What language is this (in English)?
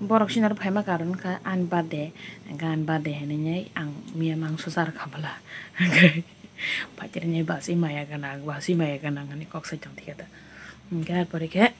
Kok Borok